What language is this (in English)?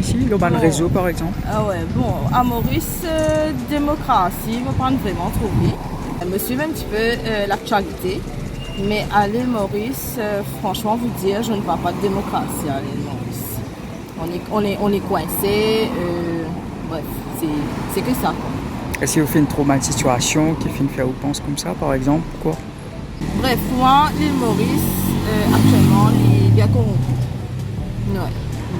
Morisyen